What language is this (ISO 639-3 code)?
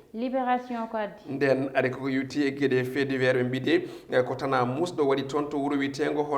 ful